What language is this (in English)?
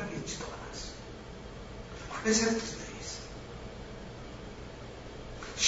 Korean